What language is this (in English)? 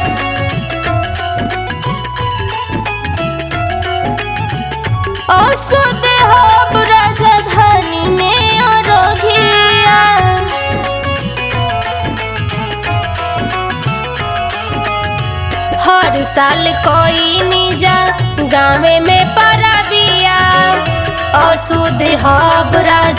Bhojpuri